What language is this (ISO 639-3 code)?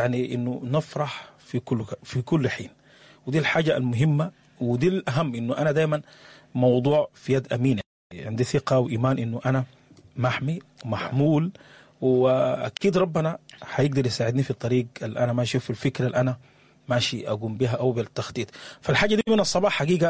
apd